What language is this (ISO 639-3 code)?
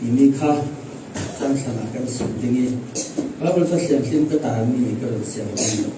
cfm